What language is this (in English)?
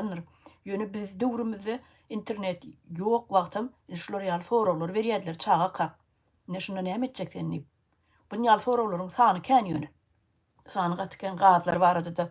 Turkmen